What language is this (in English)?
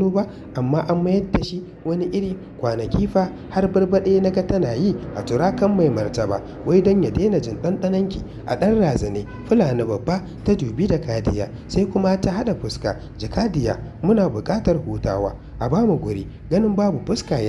Hausa